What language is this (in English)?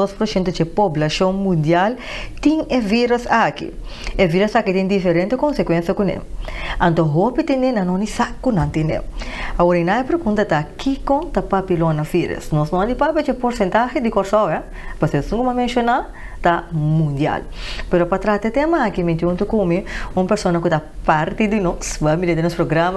Papiamento